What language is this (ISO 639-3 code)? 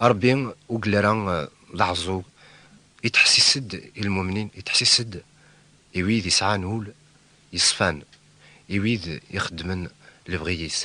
kab